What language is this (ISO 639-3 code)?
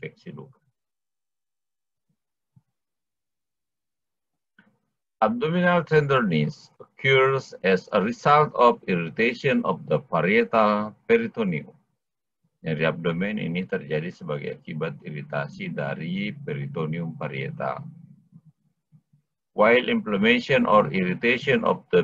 ind